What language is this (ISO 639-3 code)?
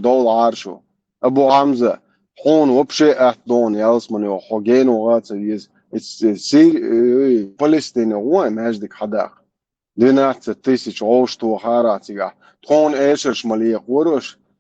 che